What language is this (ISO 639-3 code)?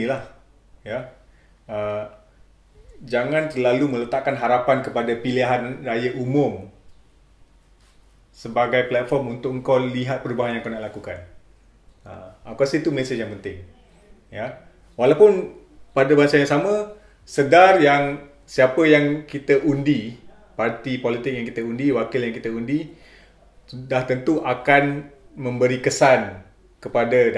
msa